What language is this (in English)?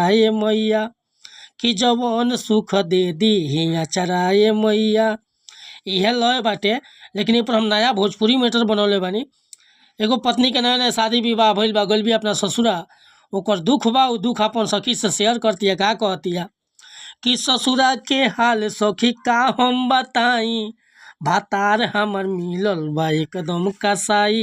Bhojpuri